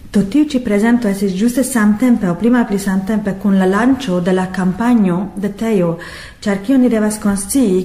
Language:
Esperanto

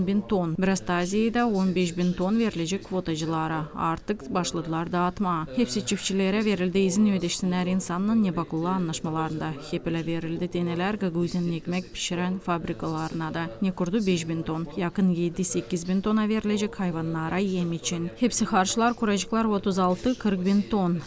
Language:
Gagauz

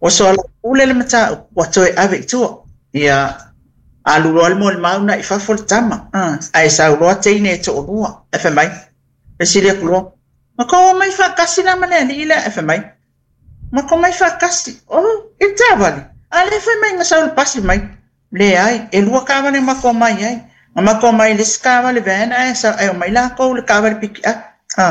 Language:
Samoan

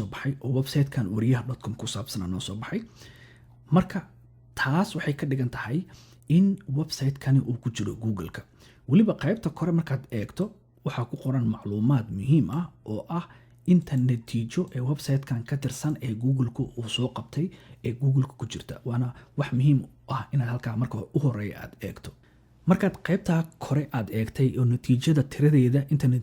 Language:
Somali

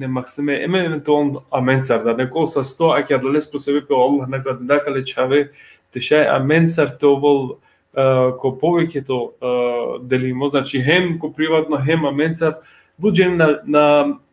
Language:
Balkan Romani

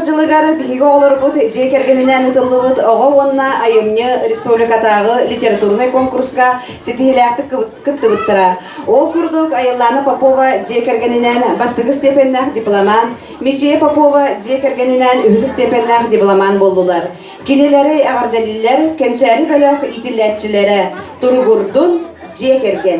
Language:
Yakut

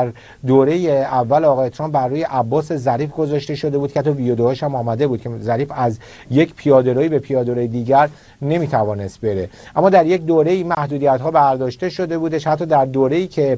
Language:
Persian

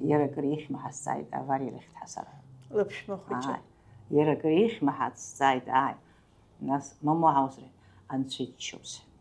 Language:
Abkhazian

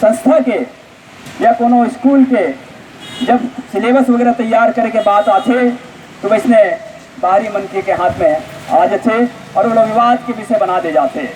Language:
Chhattisgarhi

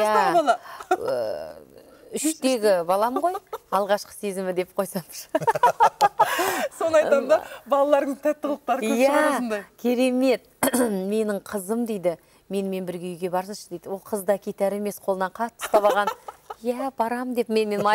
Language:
Kazakh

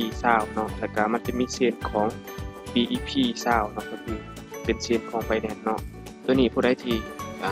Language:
Lao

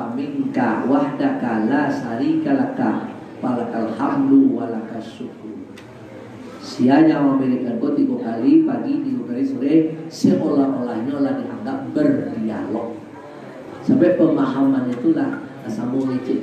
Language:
Minangkabau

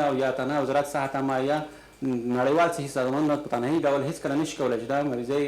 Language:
Pashto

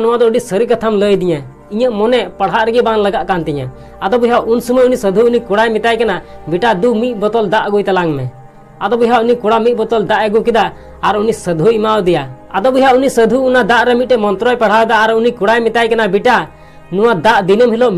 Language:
Santali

